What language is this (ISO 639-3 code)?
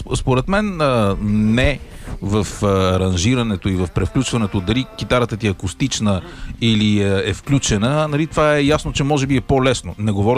bul